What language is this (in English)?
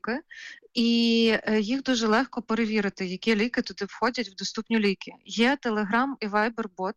Ukrainian